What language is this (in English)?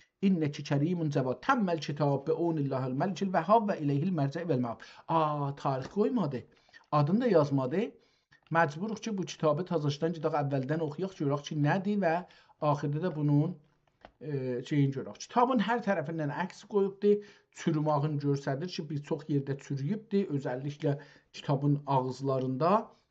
South Azerbaijani